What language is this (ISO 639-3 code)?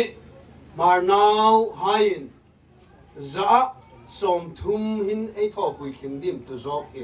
hmr